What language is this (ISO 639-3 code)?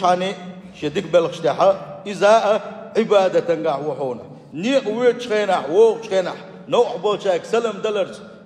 che